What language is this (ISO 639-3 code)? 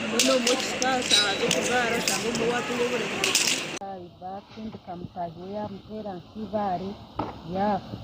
nyn